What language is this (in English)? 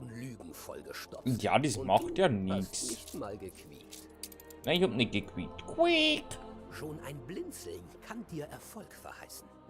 Bavarian